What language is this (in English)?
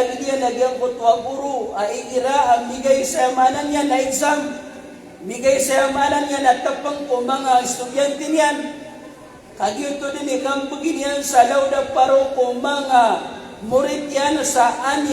Maranao